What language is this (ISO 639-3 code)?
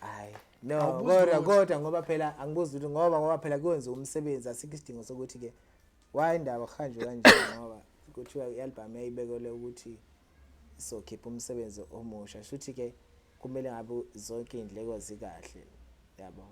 zul